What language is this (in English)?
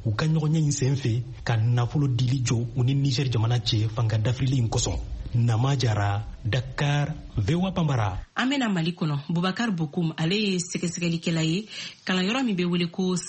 Bambara